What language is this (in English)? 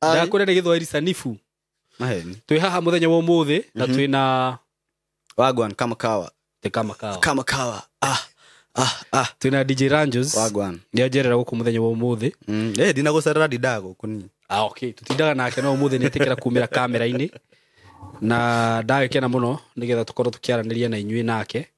Kikuyu